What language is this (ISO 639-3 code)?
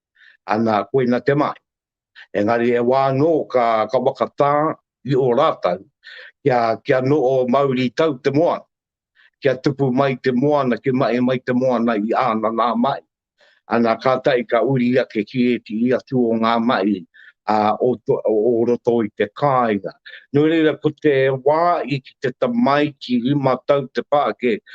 mri